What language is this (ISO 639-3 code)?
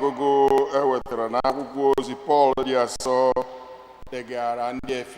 ibo